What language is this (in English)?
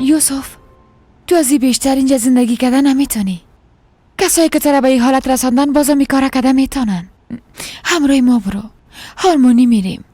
Persian